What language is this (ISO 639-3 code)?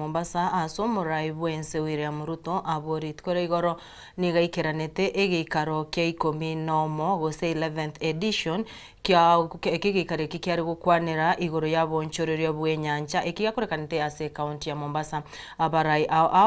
guz